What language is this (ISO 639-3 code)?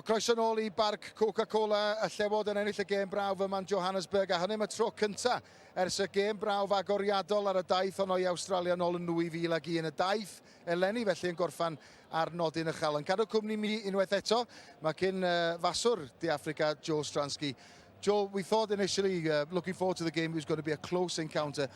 cym